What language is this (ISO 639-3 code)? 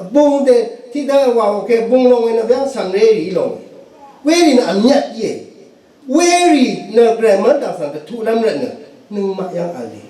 raw